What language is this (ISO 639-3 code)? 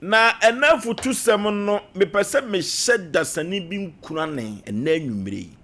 aka